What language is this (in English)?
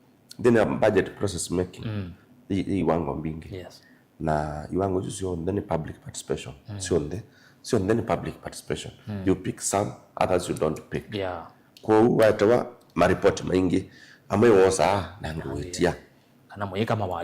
Kamba